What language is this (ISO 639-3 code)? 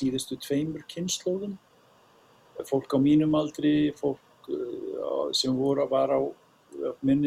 isl